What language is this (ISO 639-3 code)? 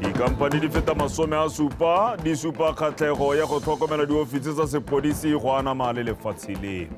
tsn